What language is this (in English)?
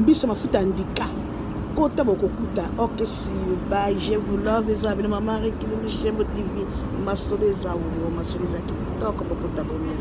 Lingala